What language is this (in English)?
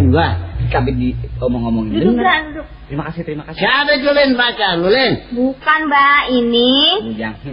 Betawi